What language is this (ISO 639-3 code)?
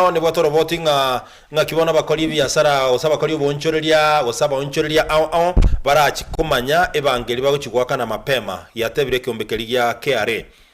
guz